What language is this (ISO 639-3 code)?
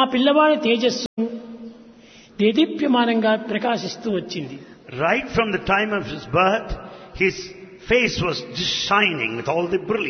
tel